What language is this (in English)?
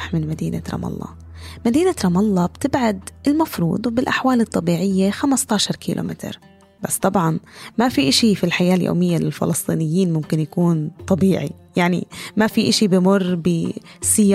North Levantine Arabic